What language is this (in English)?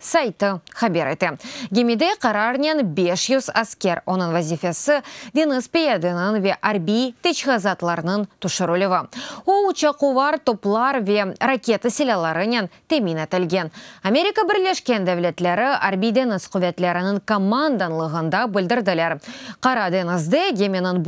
Crimean Tatar